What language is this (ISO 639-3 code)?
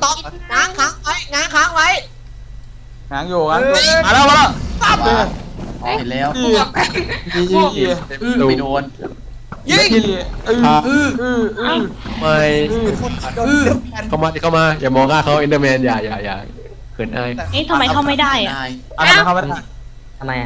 tha